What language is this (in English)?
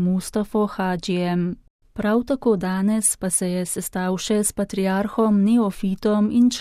Slovenian